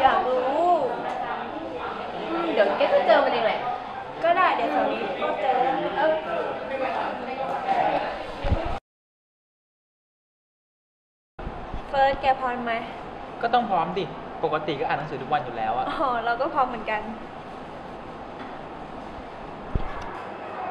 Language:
Thai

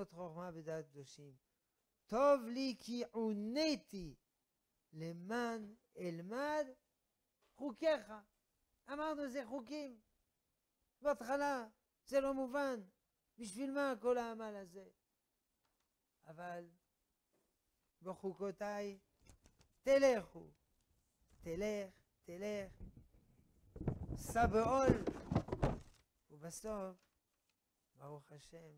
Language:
Hebrew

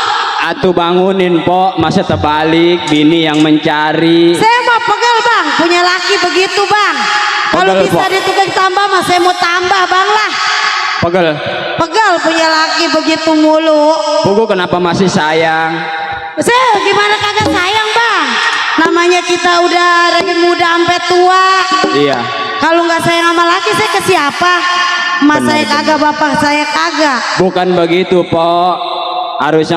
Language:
Betawi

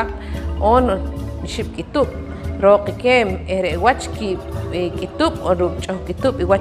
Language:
Poqomchi'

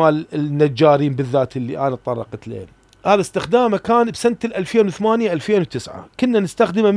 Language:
Mesopotamian Arabic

